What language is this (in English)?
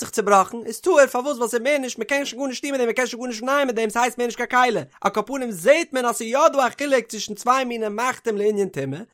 Yiddish